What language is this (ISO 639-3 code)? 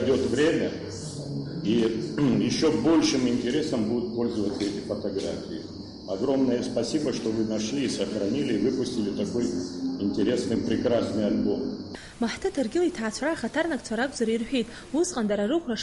abk